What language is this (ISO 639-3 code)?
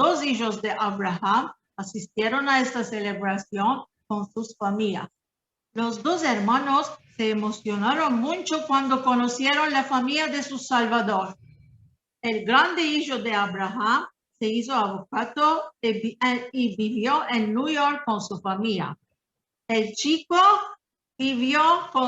lad